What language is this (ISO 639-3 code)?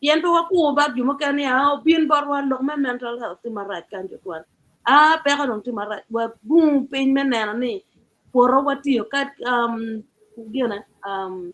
ach